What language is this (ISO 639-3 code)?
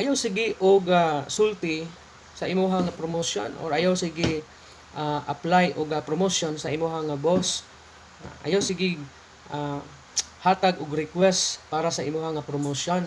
ceb